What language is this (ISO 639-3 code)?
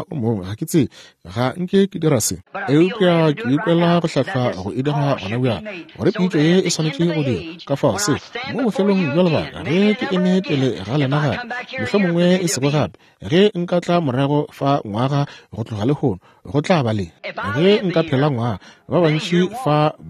nso